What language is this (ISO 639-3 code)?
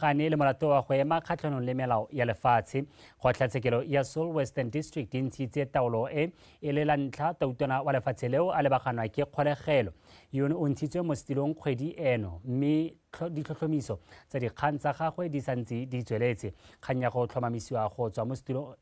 tsn